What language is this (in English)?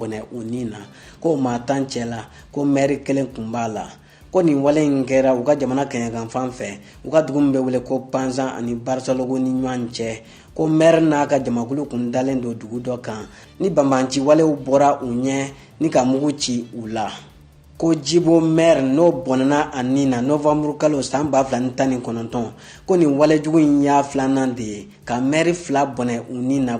Bambara